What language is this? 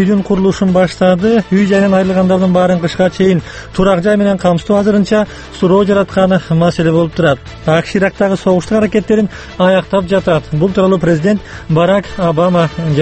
Kyrgyz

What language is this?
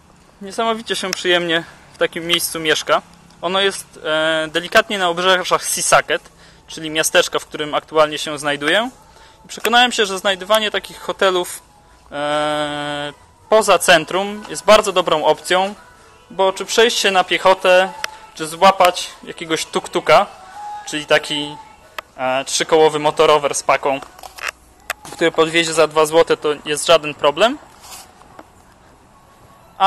Polish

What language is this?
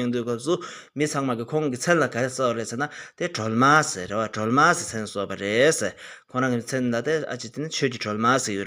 Tibetan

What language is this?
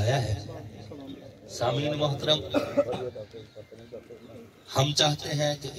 Urdu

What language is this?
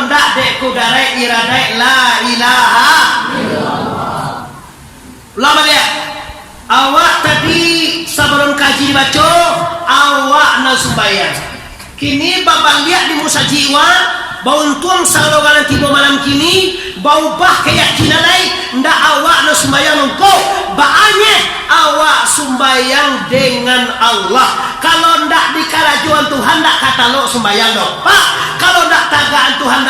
Minangkabau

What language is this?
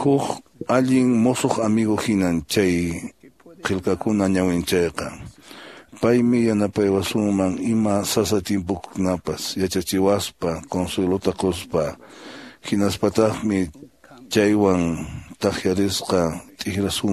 Quechua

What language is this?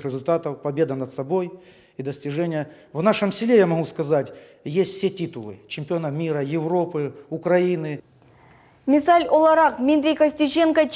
Crimean Tatar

